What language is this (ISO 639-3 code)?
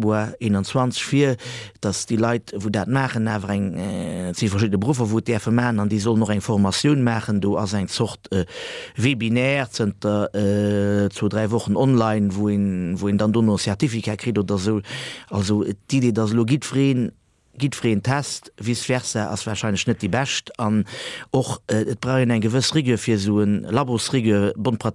ltz